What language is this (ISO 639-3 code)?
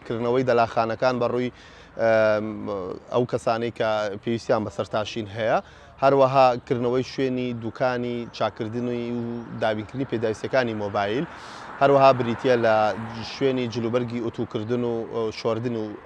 ckb